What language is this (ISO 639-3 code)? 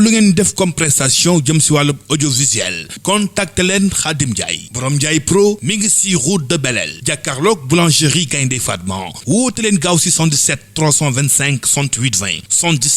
wol